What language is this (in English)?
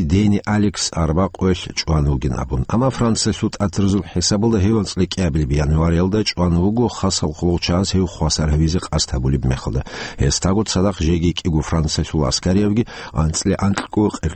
Avaric